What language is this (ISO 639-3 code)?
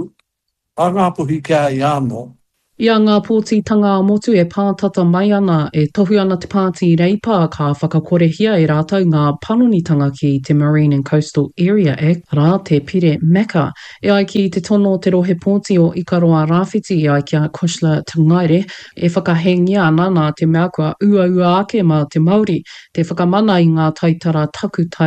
mri